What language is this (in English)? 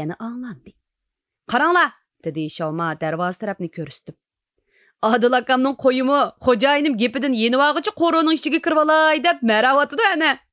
Uyghur